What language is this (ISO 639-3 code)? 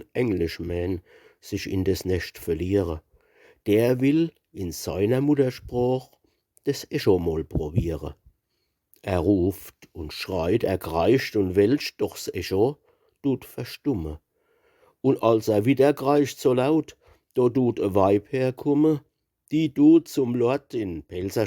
pfl